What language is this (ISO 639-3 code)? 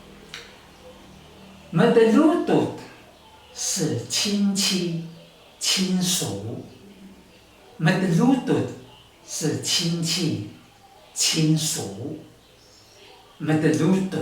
trv